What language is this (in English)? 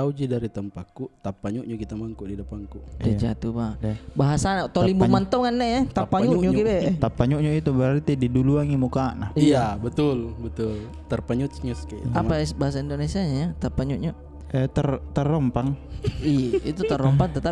Makassar Malay